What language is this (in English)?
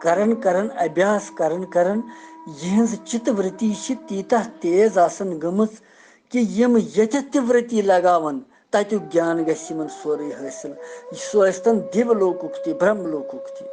Kashmiri